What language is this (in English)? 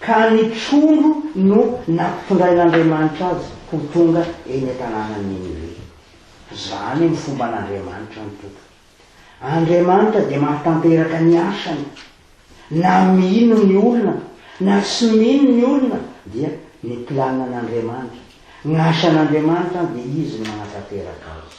Malagasy